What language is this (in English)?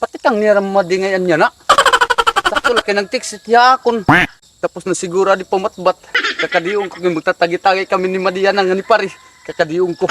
Waray